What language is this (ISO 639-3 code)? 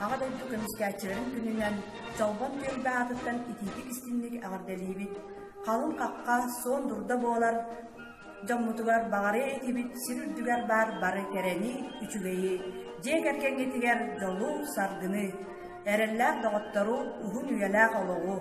sah